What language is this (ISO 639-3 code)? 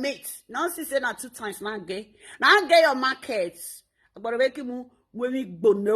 pcm